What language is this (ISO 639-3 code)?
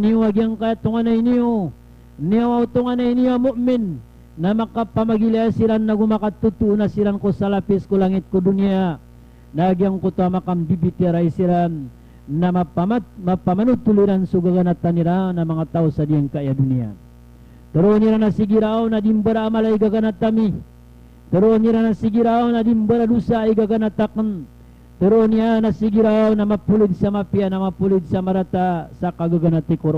mrw